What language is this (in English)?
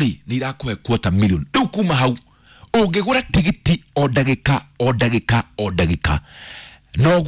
Kikuyu